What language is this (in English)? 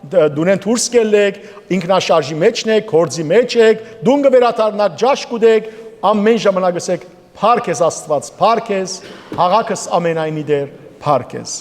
Western Armenian